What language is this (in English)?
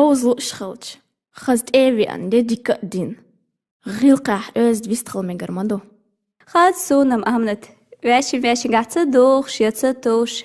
Chechen